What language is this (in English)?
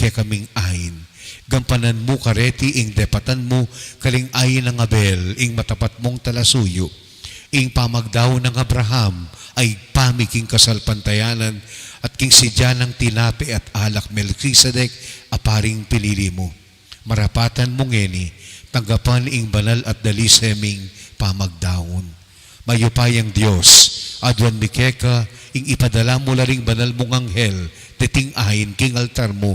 Pampanga